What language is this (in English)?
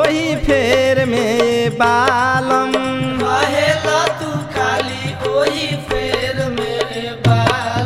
Bhojpuri